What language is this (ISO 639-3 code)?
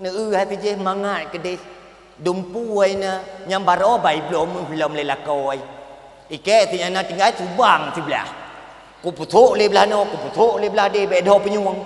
ace